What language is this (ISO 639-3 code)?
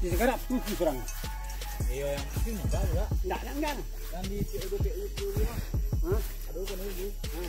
min